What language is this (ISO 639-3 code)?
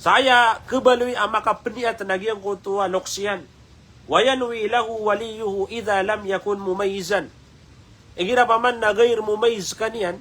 mrw